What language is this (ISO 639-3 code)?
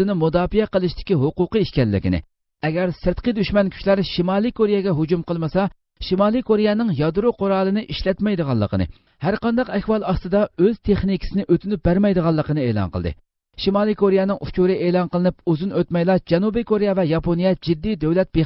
uig